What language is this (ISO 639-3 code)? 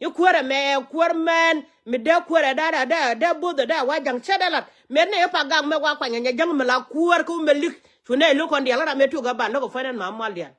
nus